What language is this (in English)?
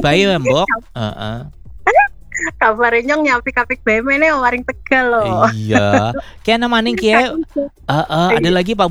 Indonesian